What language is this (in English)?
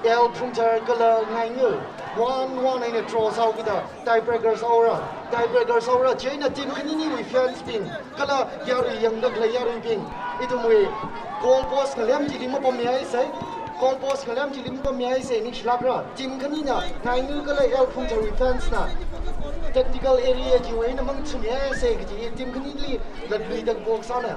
Tangkhul Naga (India)